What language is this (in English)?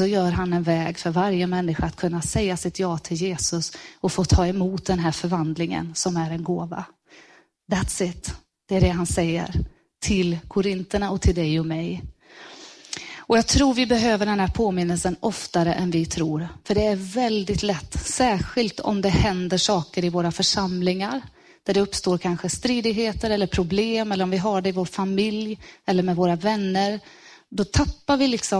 Swedish